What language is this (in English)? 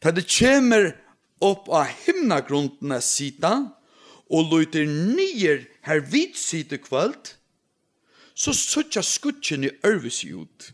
Faroese